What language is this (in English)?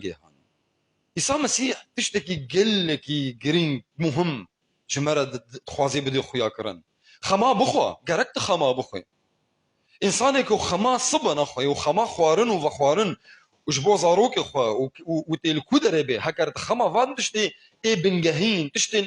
Kurdish